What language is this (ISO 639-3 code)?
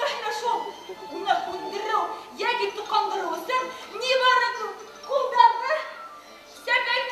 bak